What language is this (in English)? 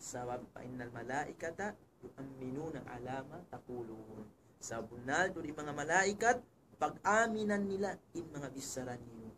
Tausug